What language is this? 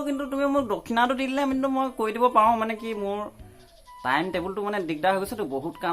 Assamese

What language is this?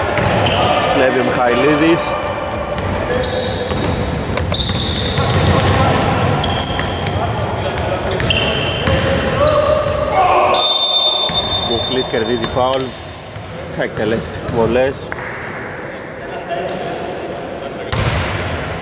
Greek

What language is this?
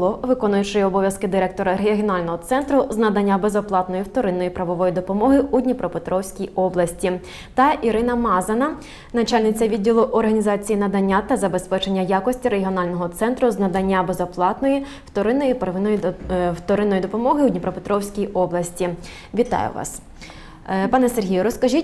Ukrainian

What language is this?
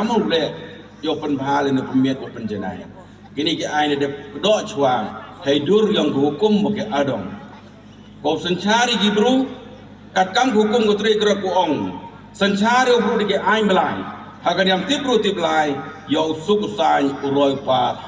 Pnar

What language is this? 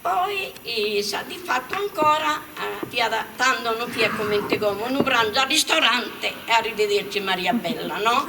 Sardinian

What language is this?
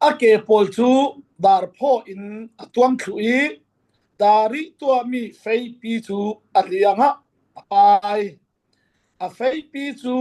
Falam Chin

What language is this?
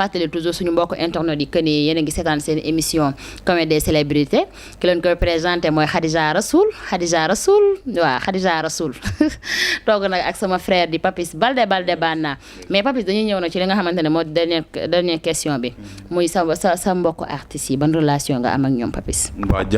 Wolof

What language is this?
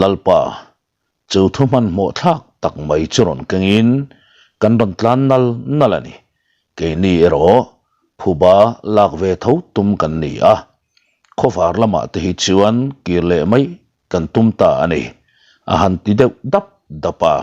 Mizo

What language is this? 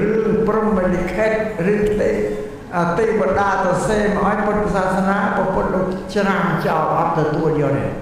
Khmer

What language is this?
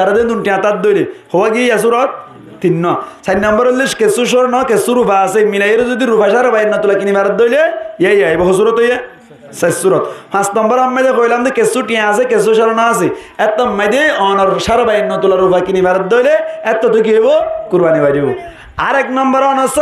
Rohingya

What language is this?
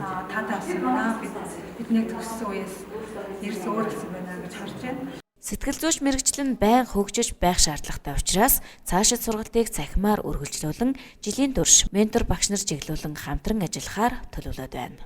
Mongolian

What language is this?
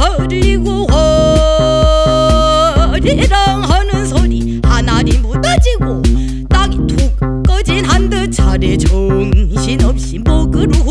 Korean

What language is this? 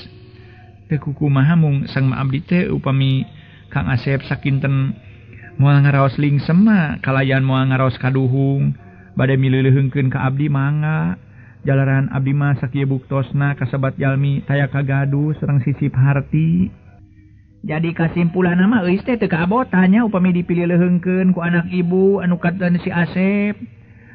Sundanese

